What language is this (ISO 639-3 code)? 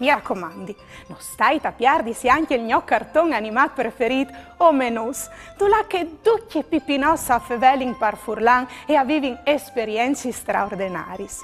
fur